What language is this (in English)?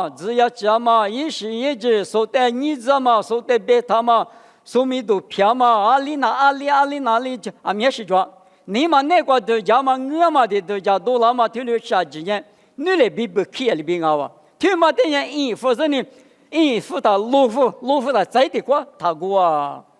Lisu